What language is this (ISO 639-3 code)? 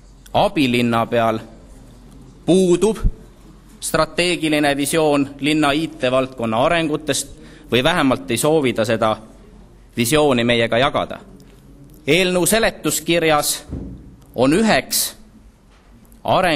est